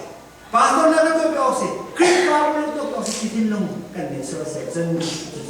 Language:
Hakha Chin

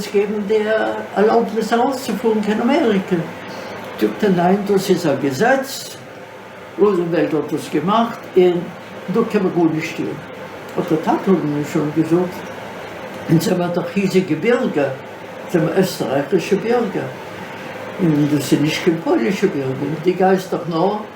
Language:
Yiddish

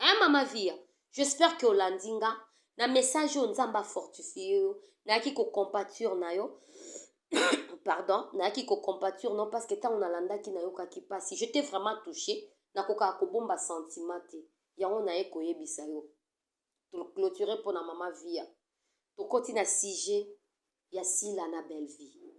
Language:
Lingala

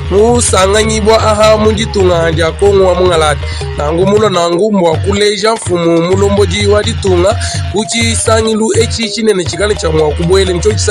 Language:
Luba-Lulua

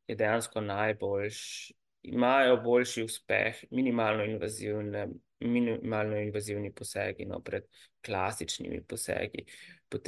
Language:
Slovenian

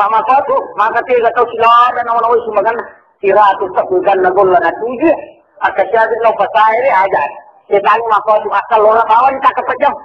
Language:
Buginese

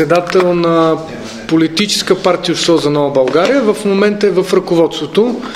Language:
Bulgarian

